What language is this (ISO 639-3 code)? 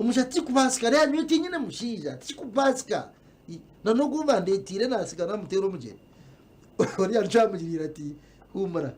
nyn